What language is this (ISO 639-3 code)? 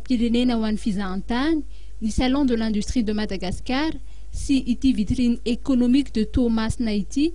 mlg